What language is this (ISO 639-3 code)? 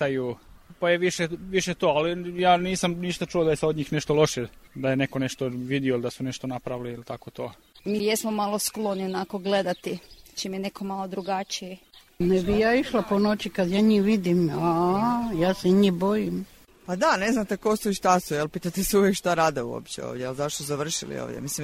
srp